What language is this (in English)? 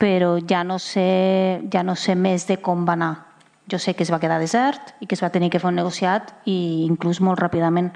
Catalan